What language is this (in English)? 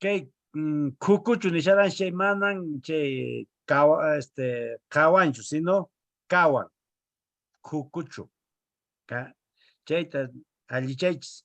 Quechua